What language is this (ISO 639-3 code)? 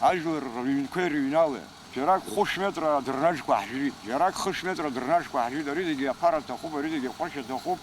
abk